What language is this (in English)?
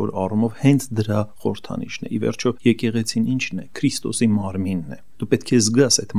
Armenian